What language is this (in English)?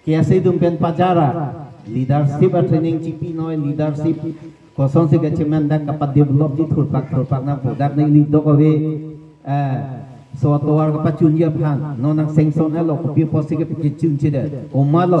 Karbi